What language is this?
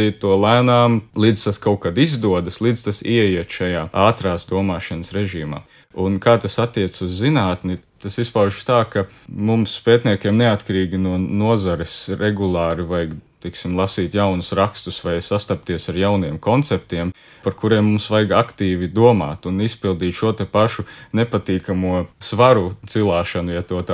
Latvian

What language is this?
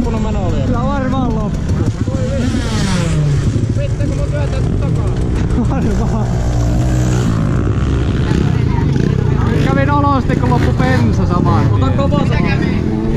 Finnish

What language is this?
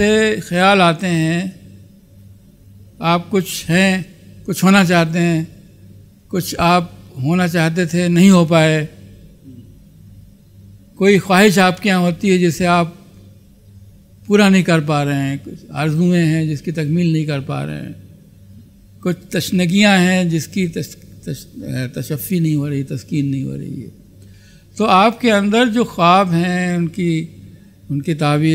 Urdu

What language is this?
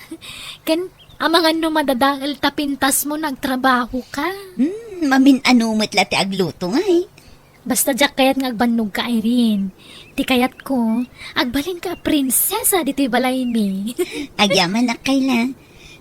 Iloko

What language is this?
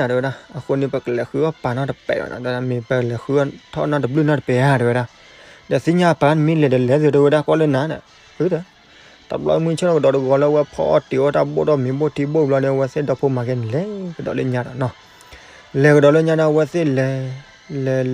S'gaw Karen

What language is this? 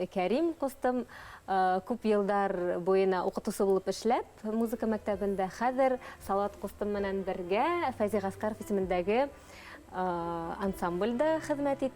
Bashkir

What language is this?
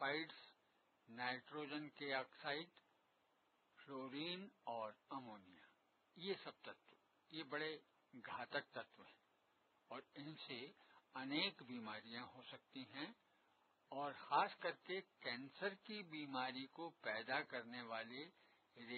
Hindi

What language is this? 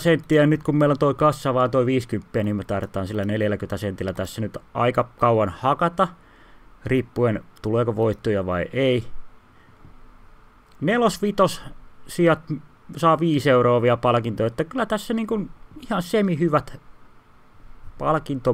Finnish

